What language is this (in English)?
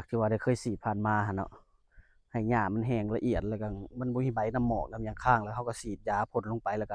Lao